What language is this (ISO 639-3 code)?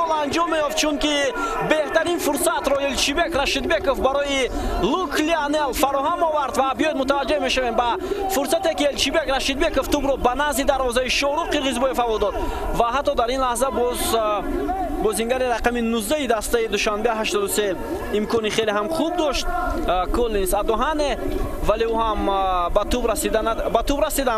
tgk